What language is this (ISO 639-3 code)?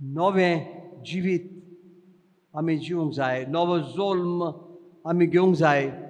kok